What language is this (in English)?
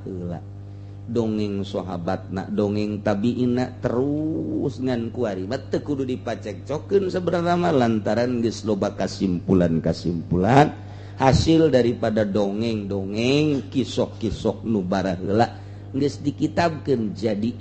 Sundanese